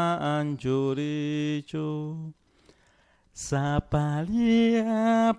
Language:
Chimborazo Highland Quichua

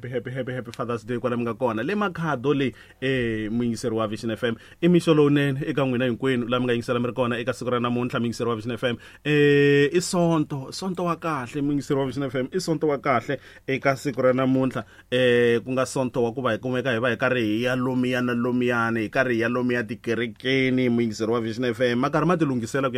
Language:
Tsonga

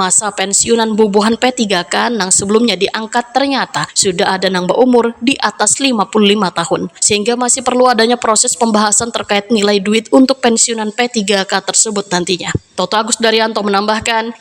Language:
Banjar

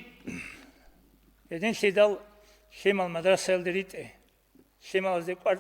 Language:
Avaric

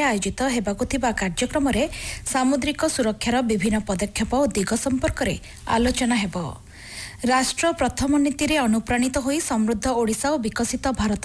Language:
Odia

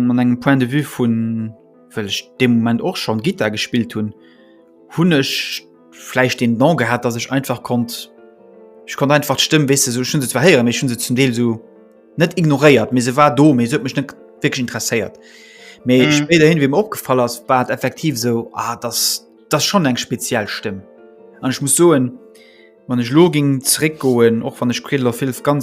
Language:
Luxembourgish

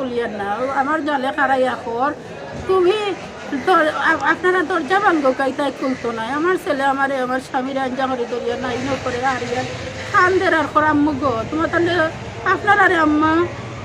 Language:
Sylheti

